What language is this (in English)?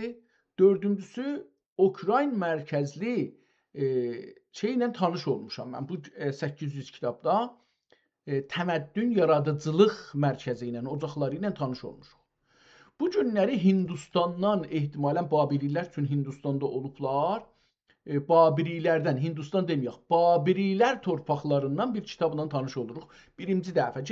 South Azerbaijani